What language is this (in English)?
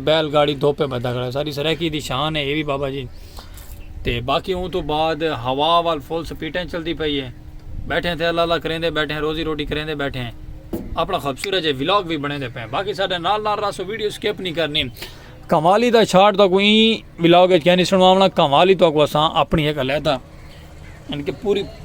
Saraiki